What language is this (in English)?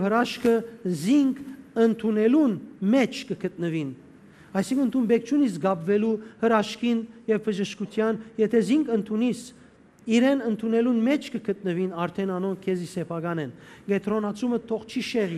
Western Armenian